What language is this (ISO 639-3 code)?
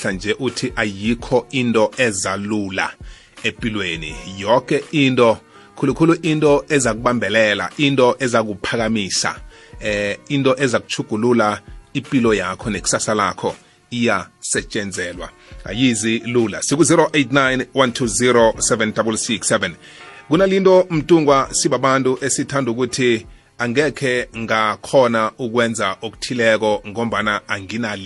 nbl